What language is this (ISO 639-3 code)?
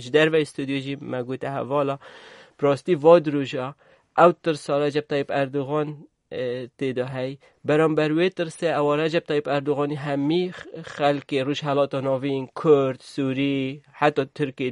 kur